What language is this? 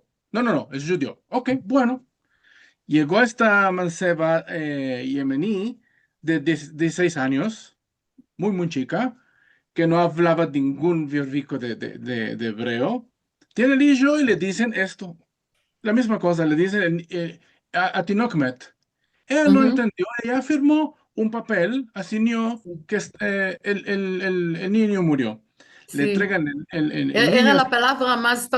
Ladino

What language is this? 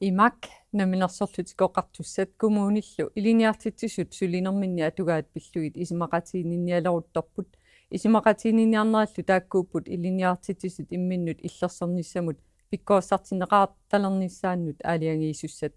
Kalaallisut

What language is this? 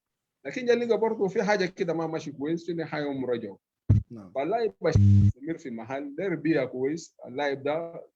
Sudanese Arabic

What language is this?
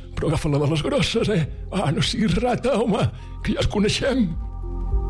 Catalan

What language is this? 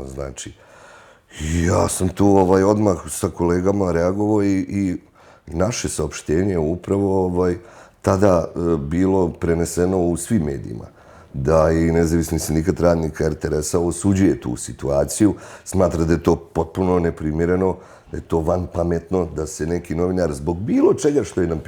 Bosnian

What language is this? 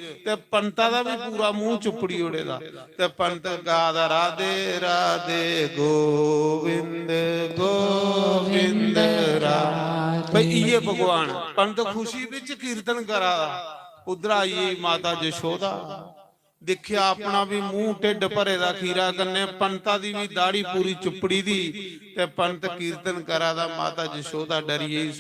Dogri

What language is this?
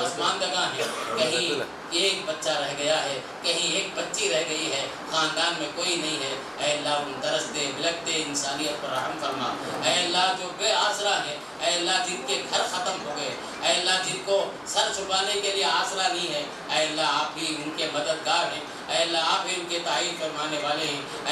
Urdu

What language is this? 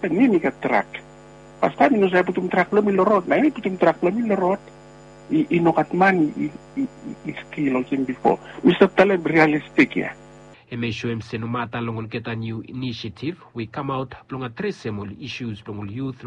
Bislama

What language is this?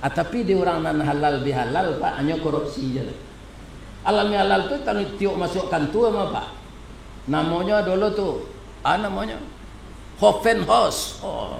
Minangkabau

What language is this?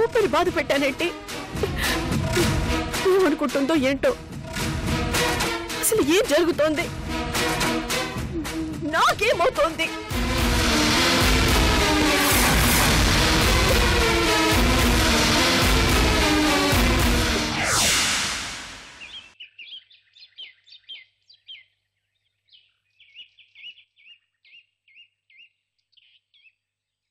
Telugu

